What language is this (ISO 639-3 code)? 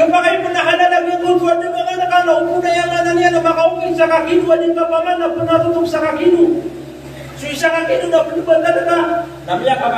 mrw